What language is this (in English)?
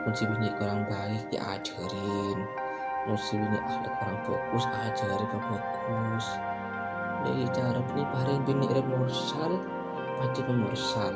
Madurese